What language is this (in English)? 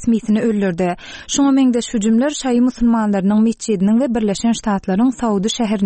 Turkmen